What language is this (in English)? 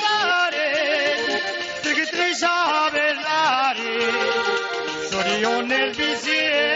Basque